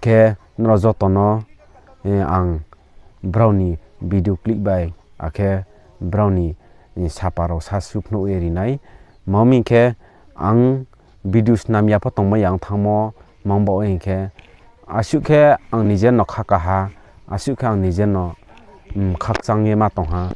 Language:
Riang (India)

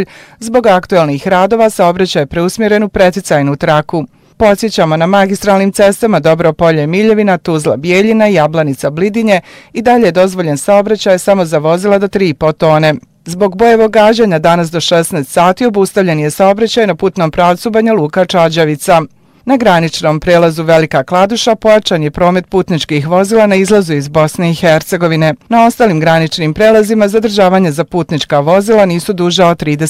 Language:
Bosnian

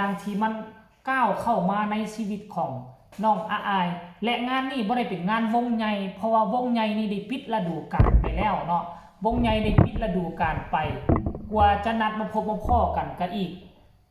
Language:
Northeastern Thai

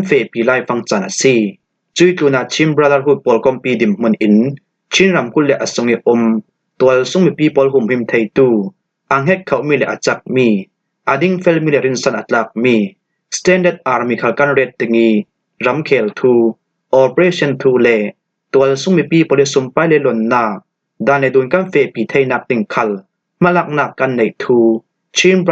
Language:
Falam Chin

